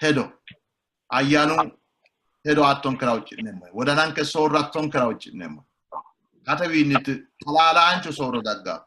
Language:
Sidamo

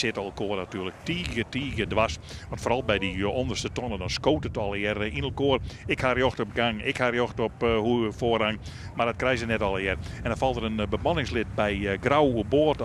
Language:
Western Frisian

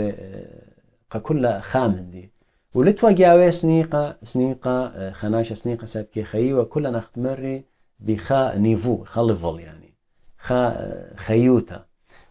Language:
Assyrian Neo-Aramaic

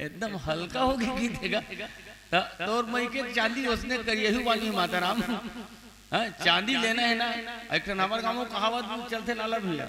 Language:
Chhattisgarhi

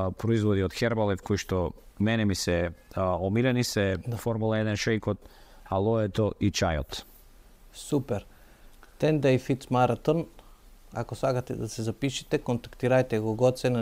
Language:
Macedonian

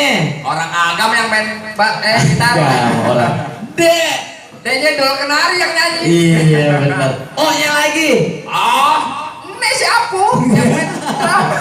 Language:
Betawi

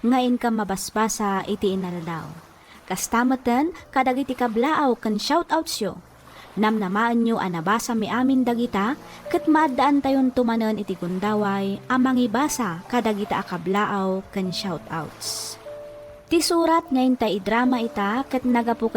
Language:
Iloko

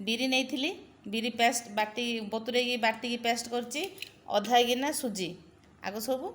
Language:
Odia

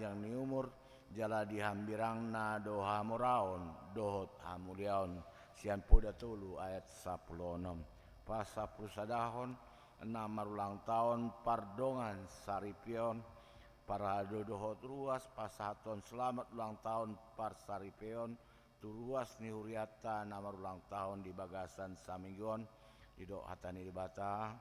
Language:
Batak Toba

